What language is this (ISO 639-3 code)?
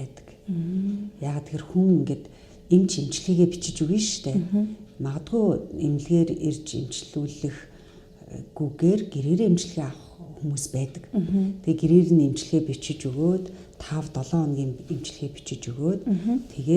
mon